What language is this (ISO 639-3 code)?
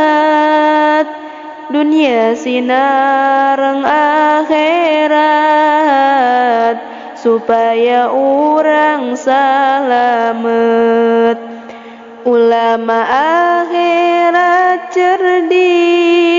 sun